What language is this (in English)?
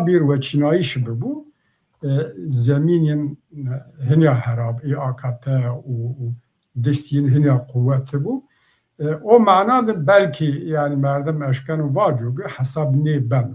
Zaza